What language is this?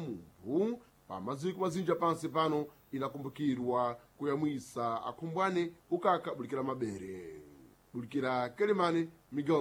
Sena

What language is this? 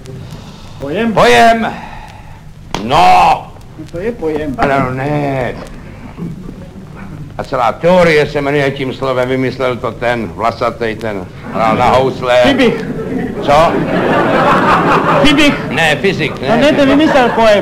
Czech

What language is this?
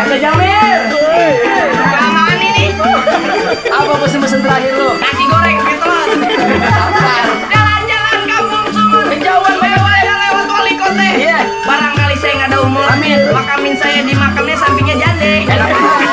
Betawi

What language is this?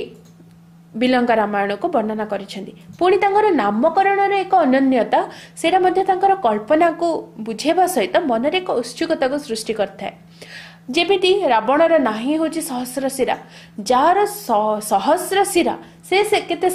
Odia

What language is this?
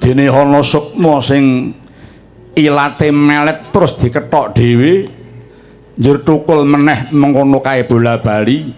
Javanese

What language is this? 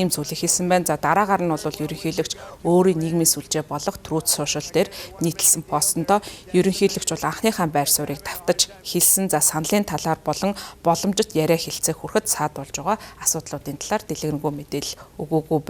Mongolian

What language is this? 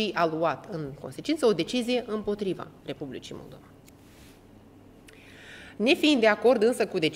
Romanian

